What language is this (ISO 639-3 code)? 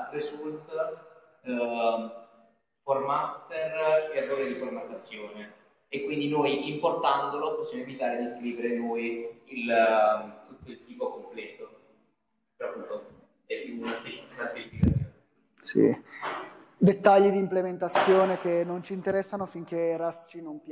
ita